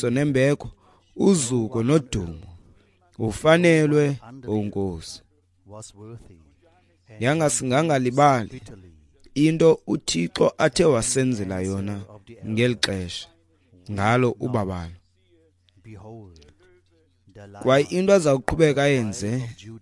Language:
Xhosa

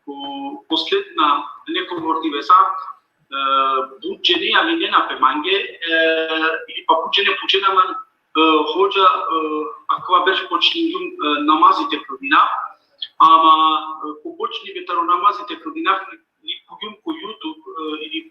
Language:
Balkan Romani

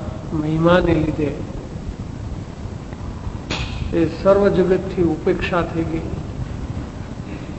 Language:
Gujarati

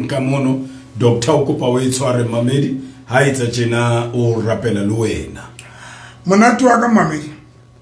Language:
Southern Sotho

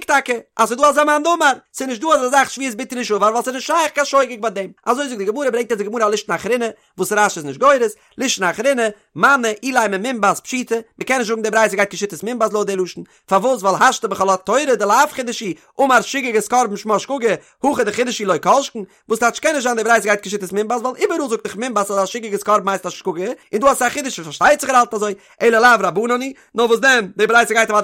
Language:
Yiddish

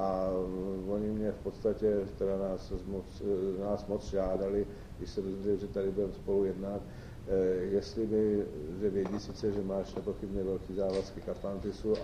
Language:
Czech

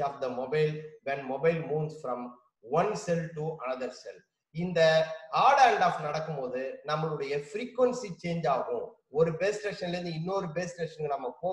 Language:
Tamil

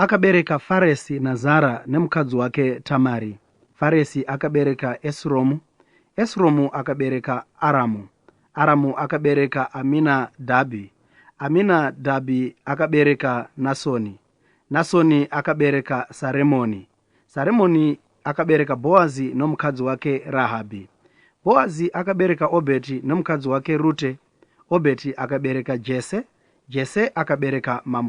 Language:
Shona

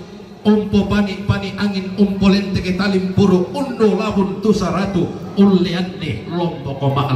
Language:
Toraja-Sa'dan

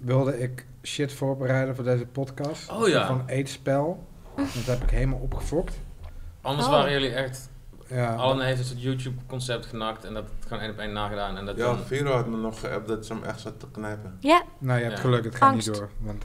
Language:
Dutch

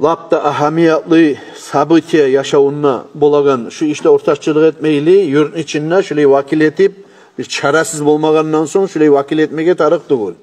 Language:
Kumyk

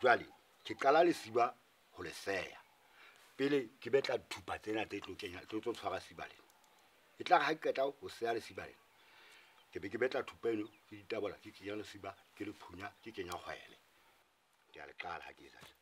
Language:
Southern Sotho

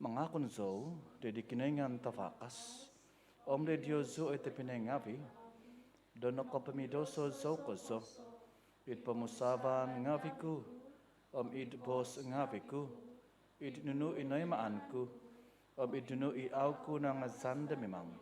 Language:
Central Dusun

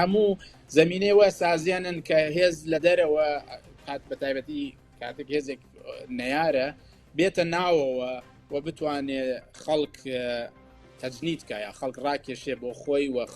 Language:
Central Kurdish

